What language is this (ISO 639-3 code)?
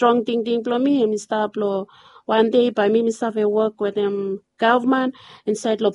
bis